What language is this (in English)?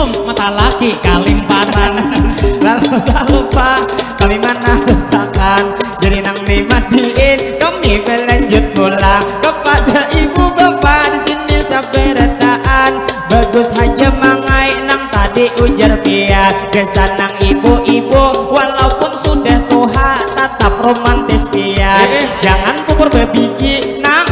Banjar